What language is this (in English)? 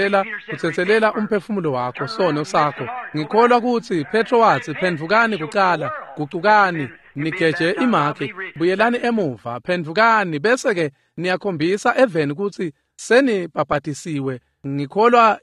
Swati